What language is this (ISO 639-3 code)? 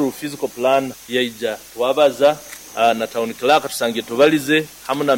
nyo